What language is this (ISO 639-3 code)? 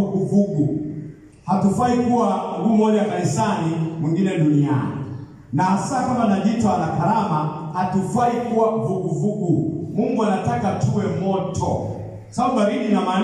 swa